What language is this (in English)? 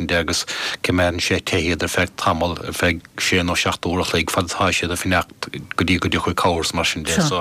Irish